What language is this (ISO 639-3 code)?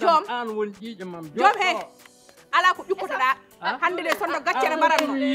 ful